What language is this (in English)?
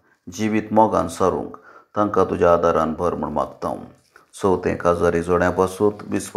Konkani